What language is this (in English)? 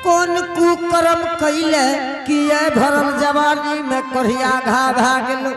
Angika